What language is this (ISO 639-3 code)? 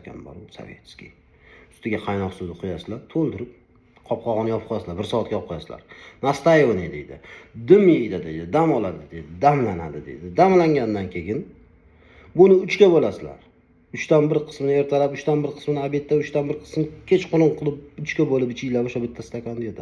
uzb